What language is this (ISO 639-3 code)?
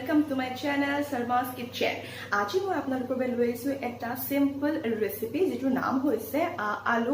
asm